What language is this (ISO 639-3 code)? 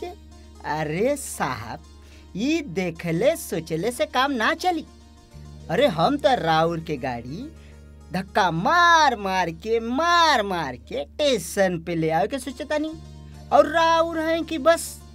bho